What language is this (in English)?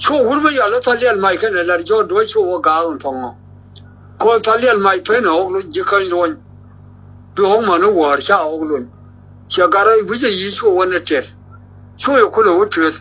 Nuer